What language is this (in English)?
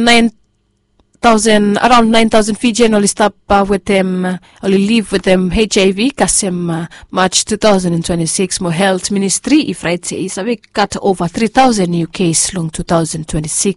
Bislama